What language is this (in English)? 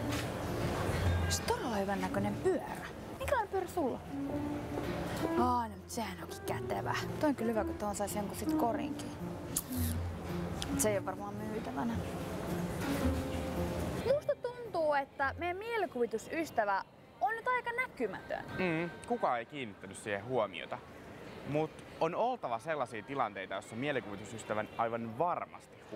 Finnish